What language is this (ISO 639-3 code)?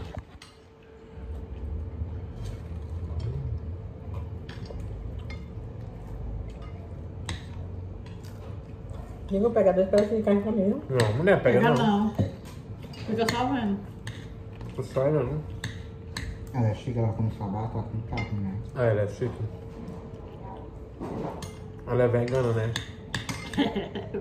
por